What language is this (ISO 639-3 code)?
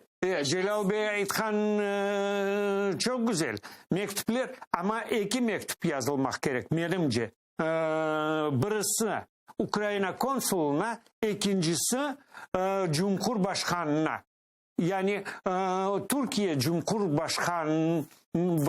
crh